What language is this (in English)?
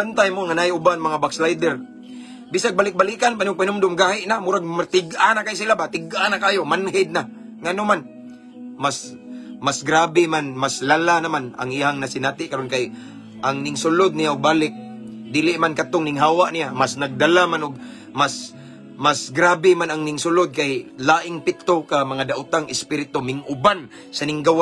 Cebuano